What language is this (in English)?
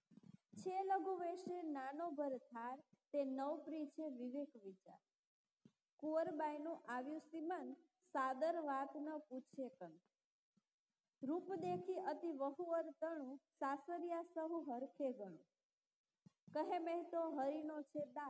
Gujarati